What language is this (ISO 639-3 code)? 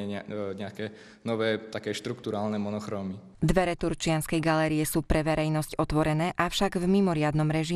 slk